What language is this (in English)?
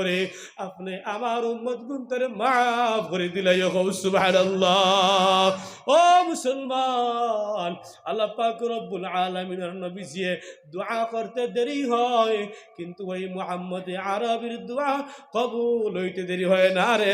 Sylheti